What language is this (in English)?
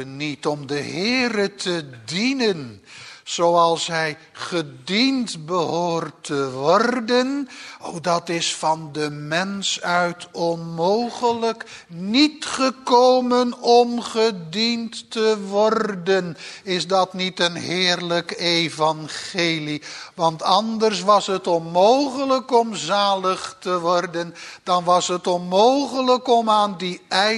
Dutch